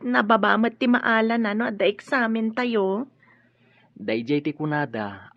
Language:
Iloko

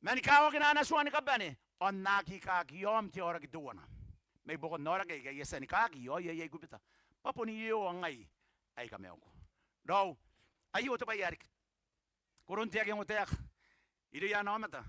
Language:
Gilbertese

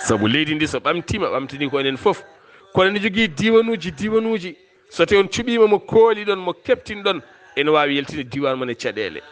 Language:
Fula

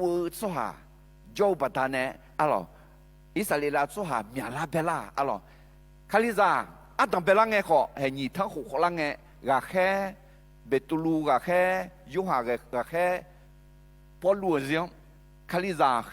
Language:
Akha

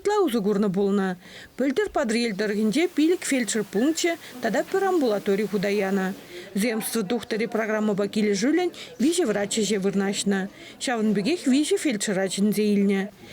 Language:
Chuvash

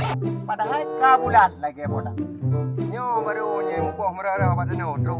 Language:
Achinese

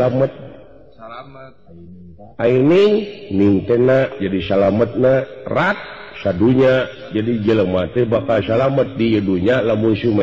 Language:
Sundanese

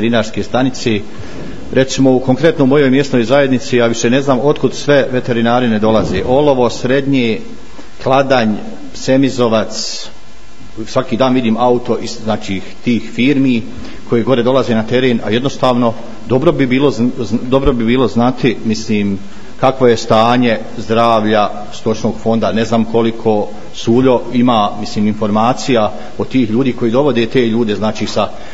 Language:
Bosnian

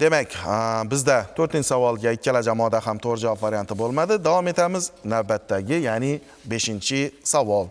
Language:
Uzbek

